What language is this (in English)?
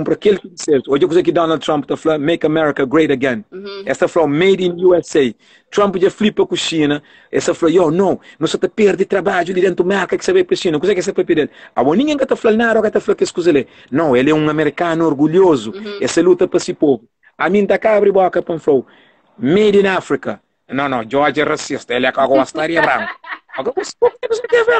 Kabuverdianu